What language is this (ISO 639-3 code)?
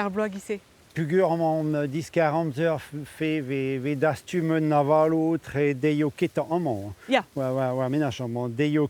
bre